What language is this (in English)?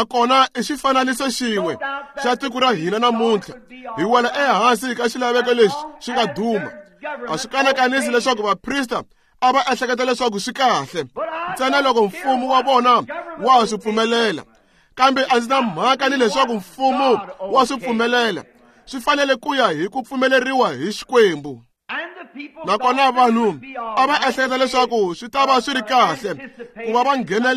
Tsonga